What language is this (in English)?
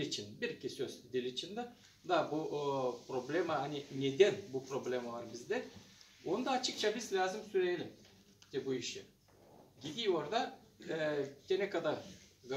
Gagauz